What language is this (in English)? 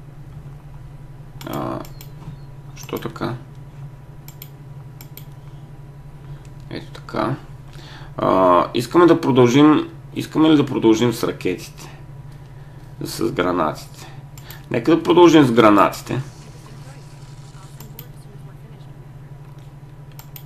Bulgarian